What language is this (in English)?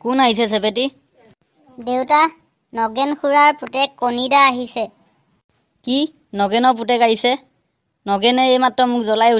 Assamese